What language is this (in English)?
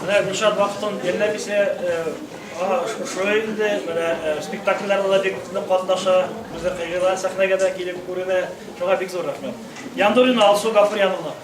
Bashkir